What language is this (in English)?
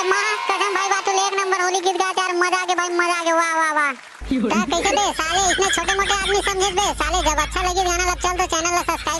Chhattisgarhi